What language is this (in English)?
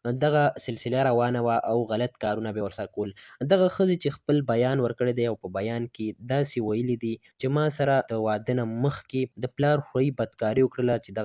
Pashto